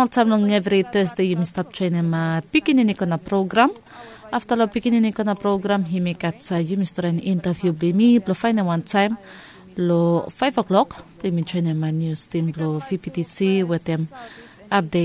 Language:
Bislama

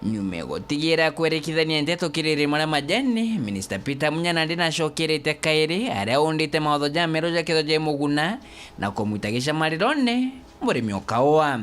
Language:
Meru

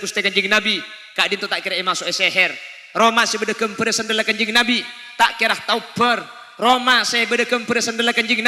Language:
Madurese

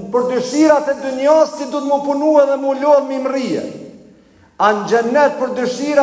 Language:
Albanian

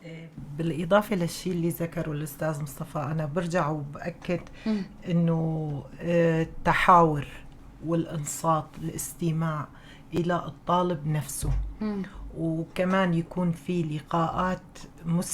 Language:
North Levantine Arabic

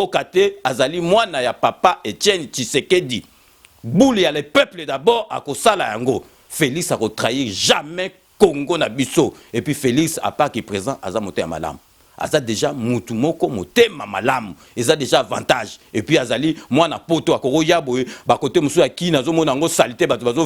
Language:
Lingala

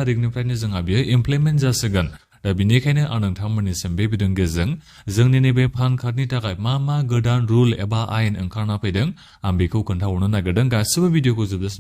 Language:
Bodo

